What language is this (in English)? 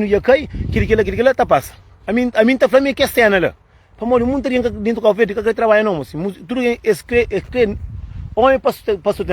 Kabuverdianu